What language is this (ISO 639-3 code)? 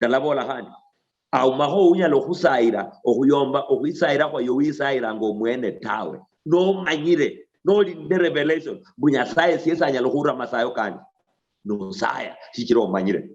luy